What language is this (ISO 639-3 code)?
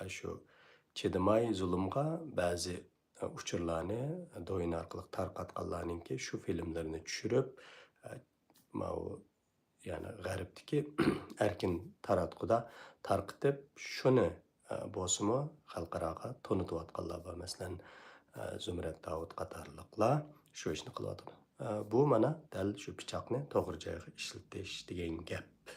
uig